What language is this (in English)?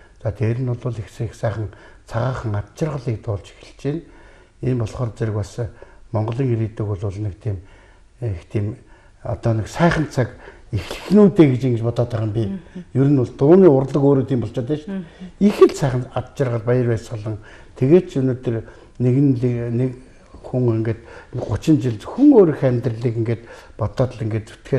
Mongolian